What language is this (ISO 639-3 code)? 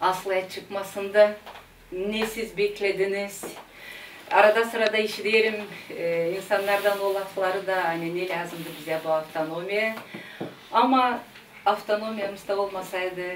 gag